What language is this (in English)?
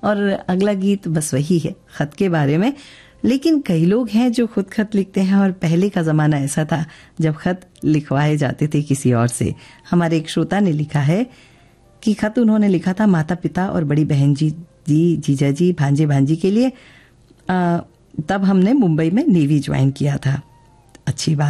Hindi